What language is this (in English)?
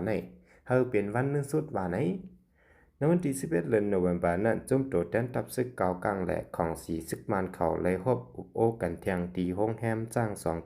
Shan